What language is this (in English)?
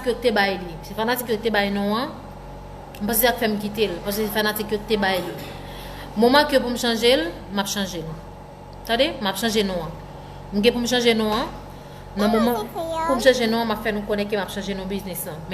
Haitian Creole